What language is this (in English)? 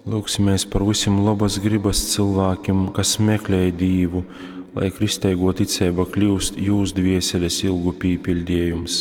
Latgalian